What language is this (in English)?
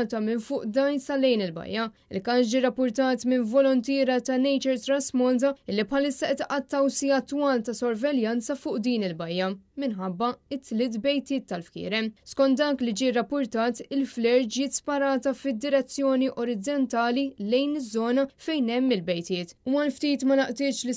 Maltese